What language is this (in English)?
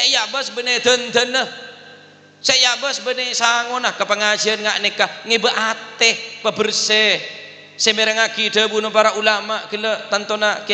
Madurese